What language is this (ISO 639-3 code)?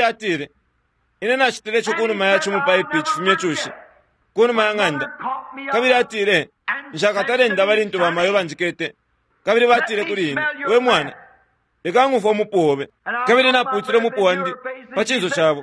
bem